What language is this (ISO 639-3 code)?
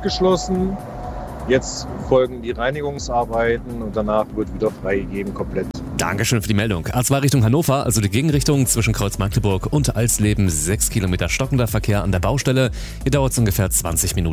deu